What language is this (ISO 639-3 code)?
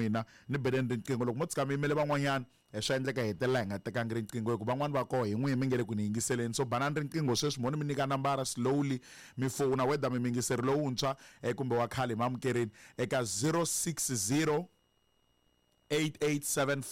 tso